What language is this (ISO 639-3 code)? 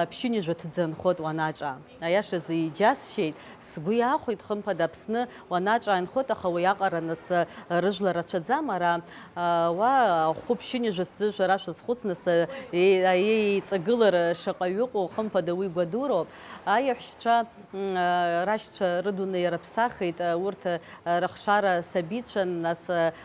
abk